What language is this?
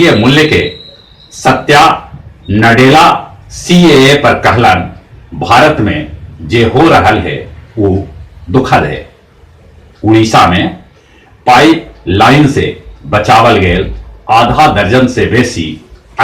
Magahi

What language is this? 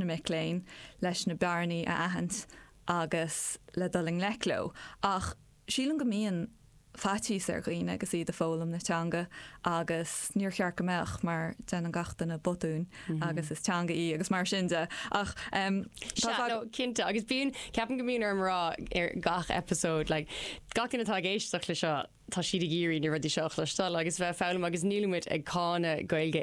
Irish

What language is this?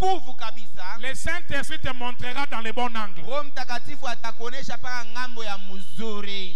Swahili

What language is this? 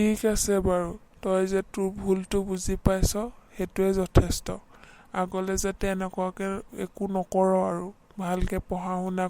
Assamese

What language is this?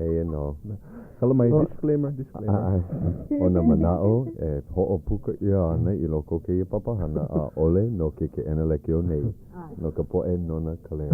Hawaiian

